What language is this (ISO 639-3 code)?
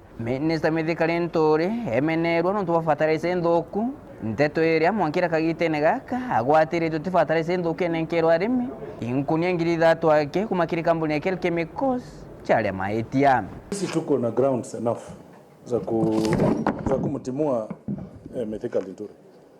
mer